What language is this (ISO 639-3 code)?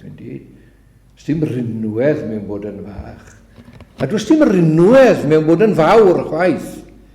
cym